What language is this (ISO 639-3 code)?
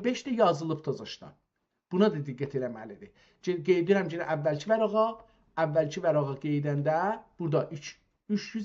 azb